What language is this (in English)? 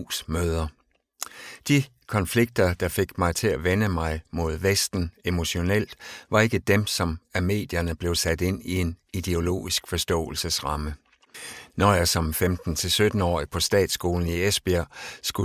Danish